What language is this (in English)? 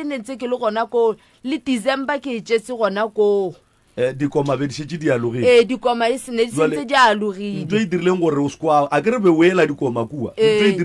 Northern Sotho